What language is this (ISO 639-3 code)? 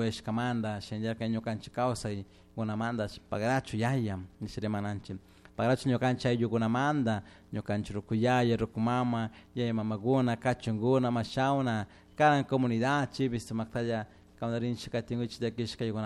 qug